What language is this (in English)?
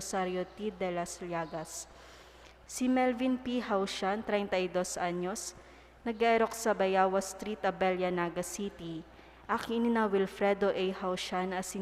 Bikol